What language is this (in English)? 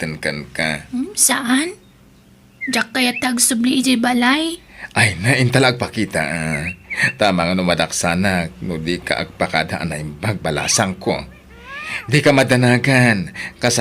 Iloko